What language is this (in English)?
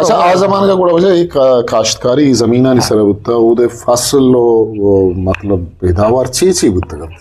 Eastern Balochi